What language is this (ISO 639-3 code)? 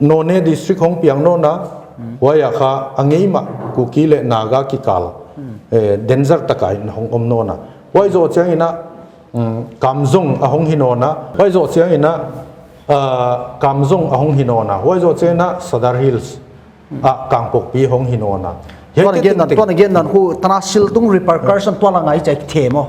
pck